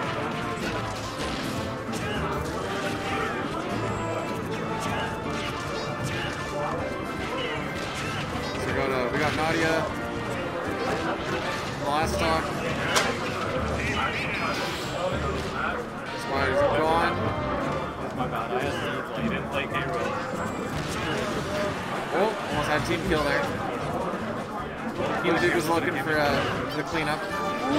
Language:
English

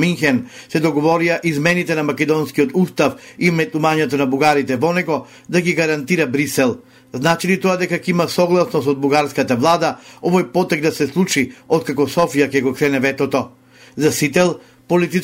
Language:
Macedonian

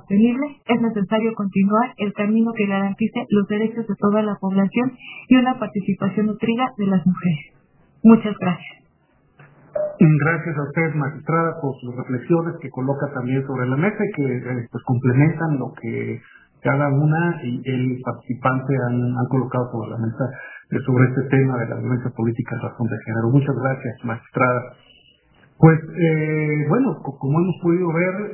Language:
Spanish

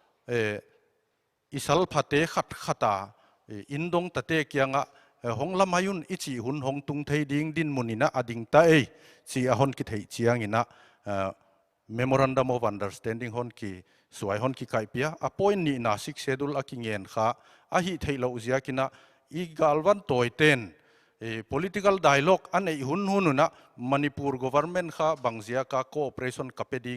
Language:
Paite Chin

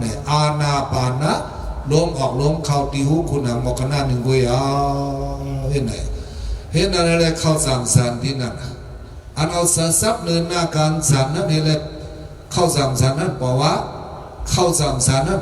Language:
Shan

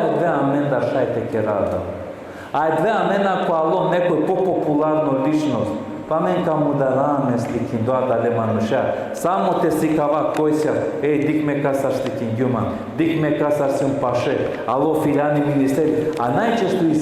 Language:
Balkan Romani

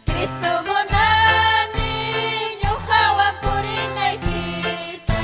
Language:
Ayacucho Quechua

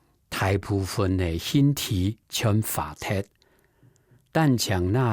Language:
Hakka Chinese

